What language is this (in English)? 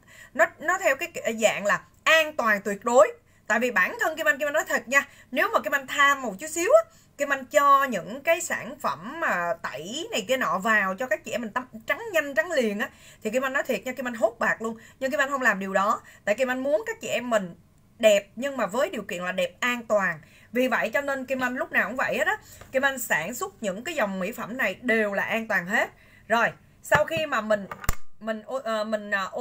Vietnamese